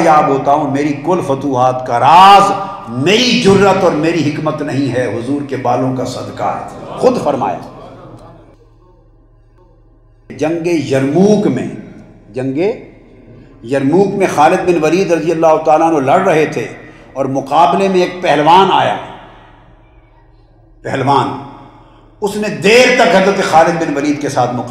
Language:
Urdu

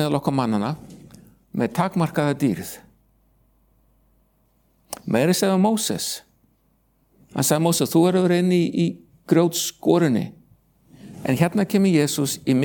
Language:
Icelandic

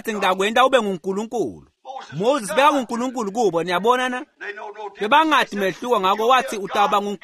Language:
Swati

